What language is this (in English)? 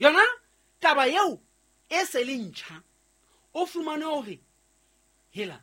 Southern Sotho